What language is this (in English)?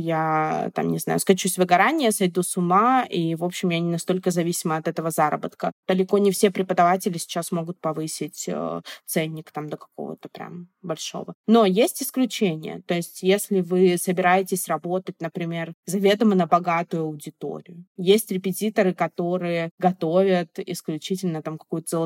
Russian